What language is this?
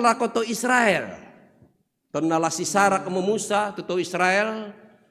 Toraja-Sa'dan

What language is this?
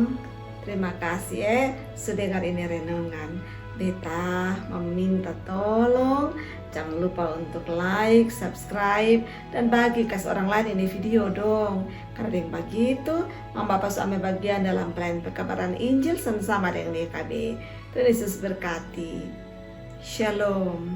Kupang Malay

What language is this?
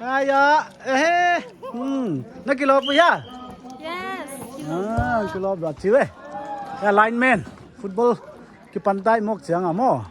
Paite Chin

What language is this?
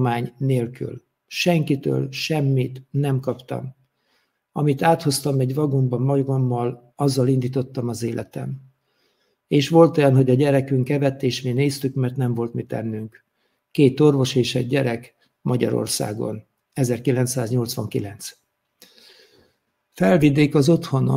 Hungarian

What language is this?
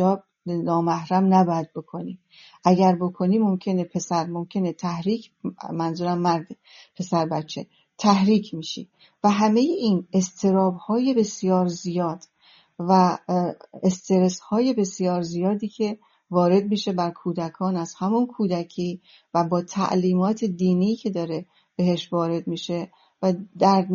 Persian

